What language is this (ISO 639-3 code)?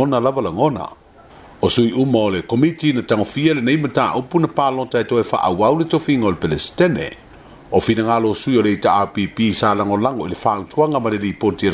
smo